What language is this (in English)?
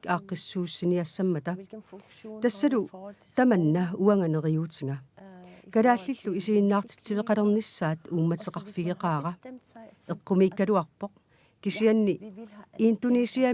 Kalaallisut